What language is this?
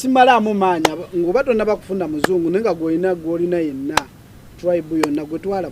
Ganda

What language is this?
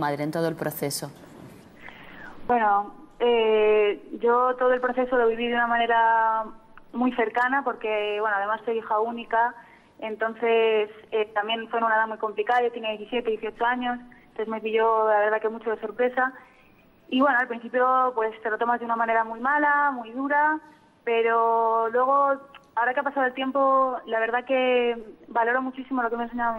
Spanish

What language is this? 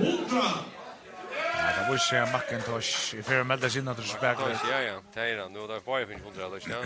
Faroese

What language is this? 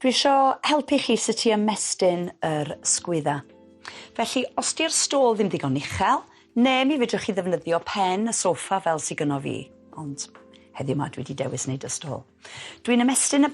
Welsh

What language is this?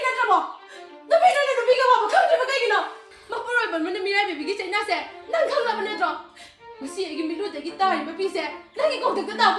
Manipuri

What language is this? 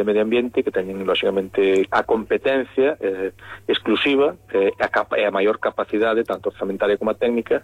Galician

